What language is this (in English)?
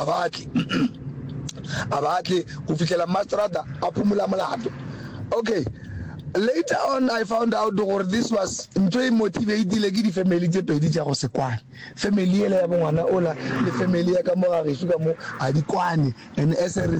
Northern Sotho